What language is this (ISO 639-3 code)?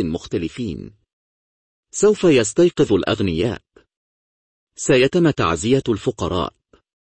ara